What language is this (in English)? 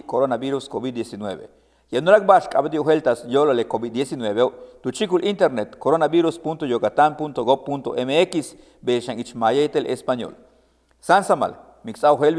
Yucateco